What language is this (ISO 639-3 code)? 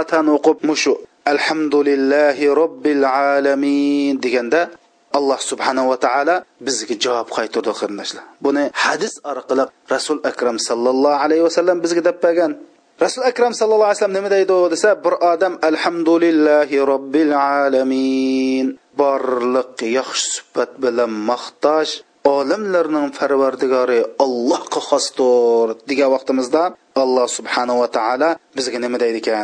uig